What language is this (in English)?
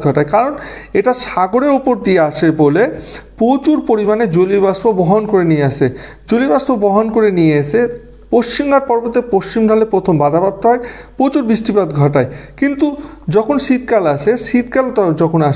Bangla